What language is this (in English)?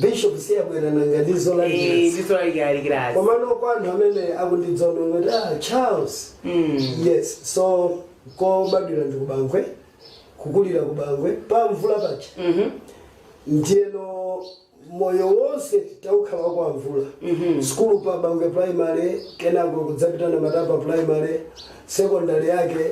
Nyanja